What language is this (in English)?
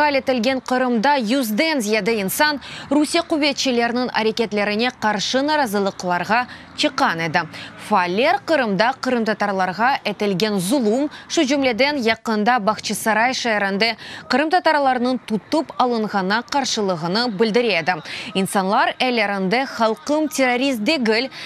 Crimean Tatar